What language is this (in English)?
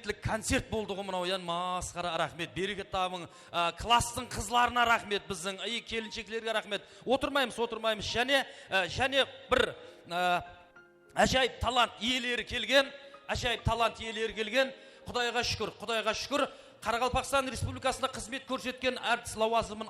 Kara-Kalpak